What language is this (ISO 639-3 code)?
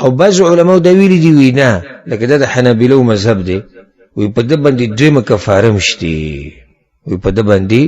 pus